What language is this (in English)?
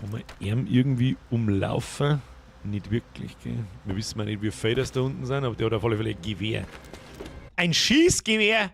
Bavarian